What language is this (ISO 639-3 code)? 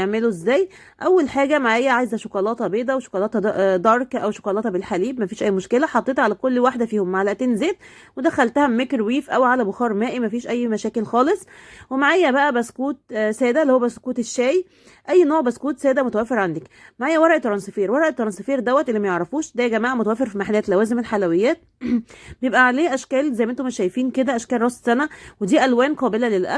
arz